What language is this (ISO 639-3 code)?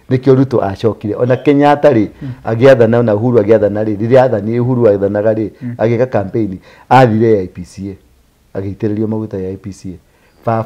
kik